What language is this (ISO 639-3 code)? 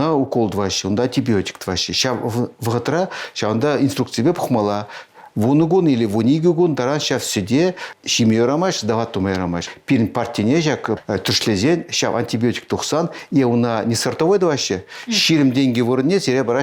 chv